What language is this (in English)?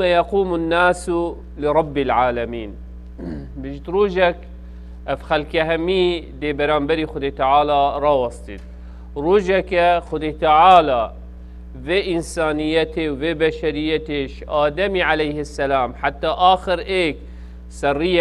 Kurdish